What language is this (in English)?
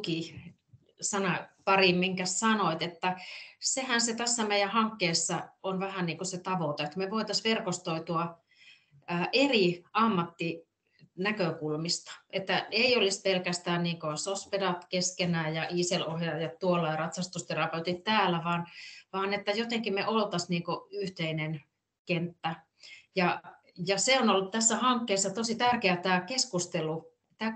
Finnish